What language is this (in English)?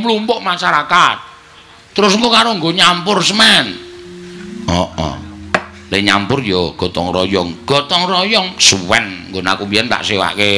Javanese